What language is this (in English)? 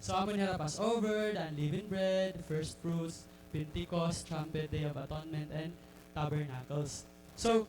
Waray